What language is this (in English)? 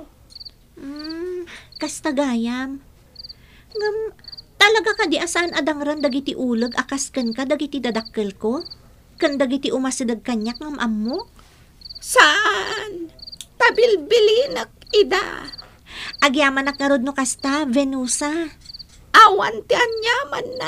Iloko